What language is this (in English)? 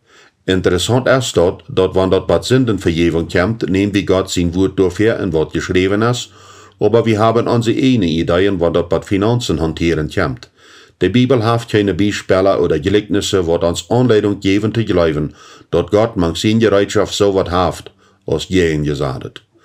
Plautdietsch